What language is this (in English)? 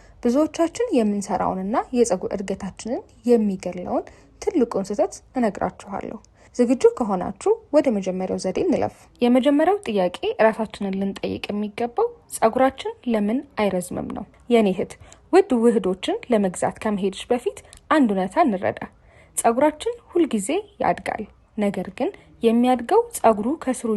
Amharic